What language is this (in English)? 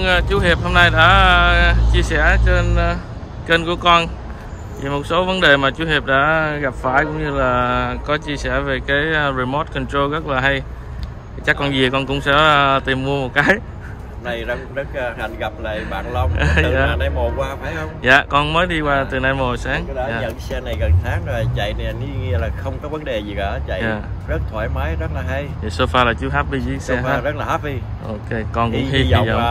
Vietnamese